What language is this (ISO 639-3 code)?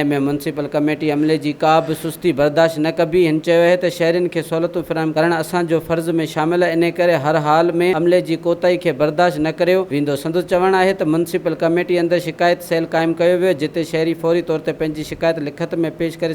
snd